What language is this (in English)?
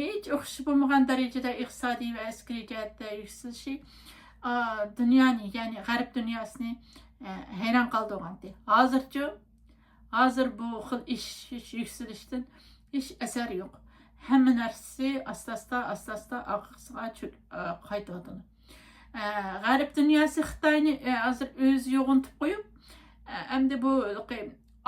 Uyghur